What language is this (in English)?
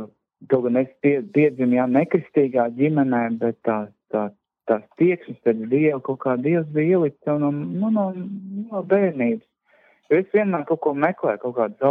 Latvian